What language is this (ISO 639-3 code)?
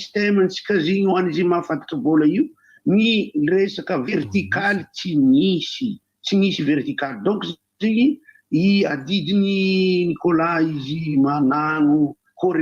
mlg